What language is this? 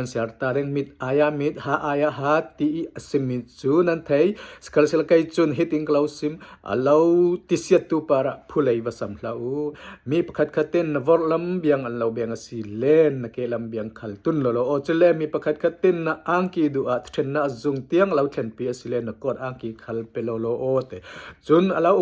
Falam Chin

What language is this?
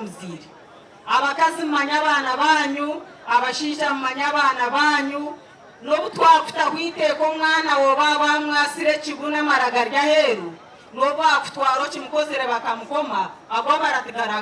Nyankole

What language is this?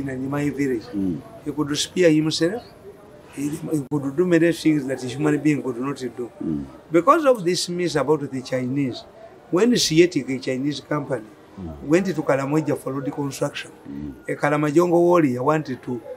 English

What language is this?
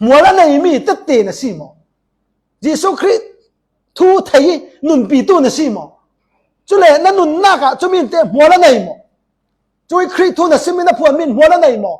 Falam Chin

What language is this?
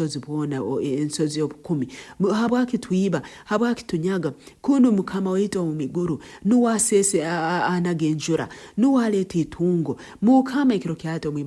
Nyoro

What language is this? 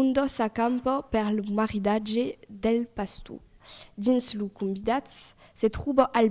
Occitan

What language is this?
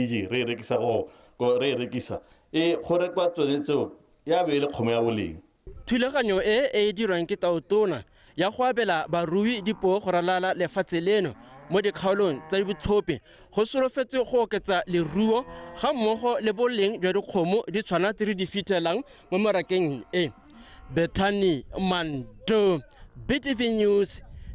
Tswana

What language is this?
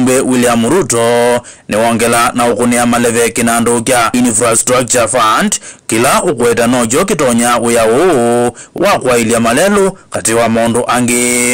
Kamba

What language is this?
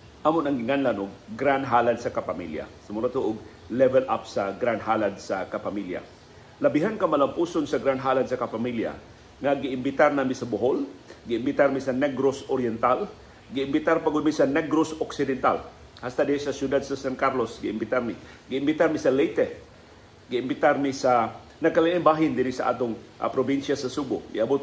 Cebuano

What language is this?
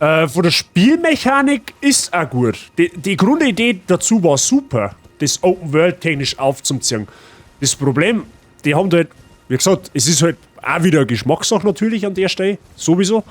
Bavarian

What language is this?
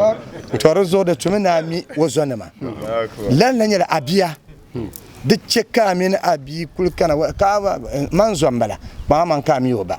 Dagbani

